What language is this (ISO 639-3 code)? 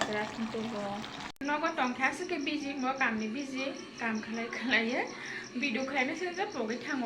trp